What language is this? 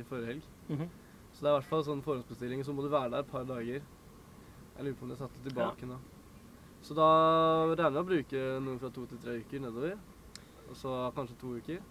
Norwegian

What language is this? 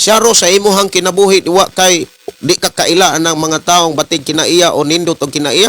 Cebuano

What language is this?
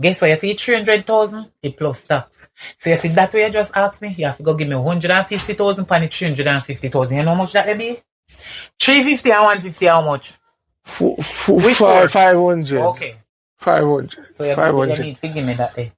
Jamaican Creole English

